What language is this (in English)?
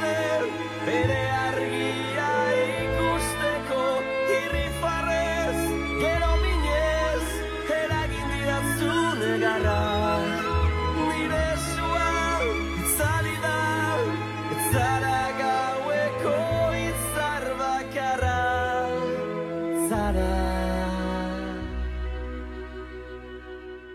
Basque